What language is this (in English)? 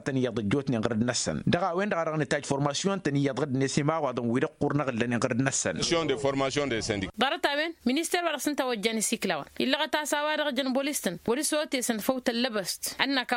Tamasheq